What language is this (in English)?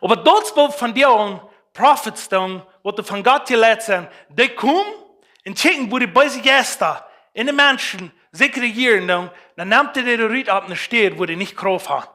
Plautdietsch